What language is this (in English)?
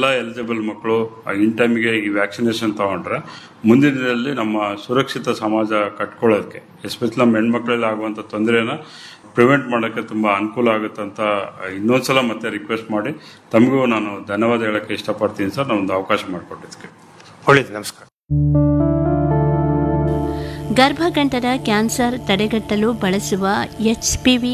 Kannada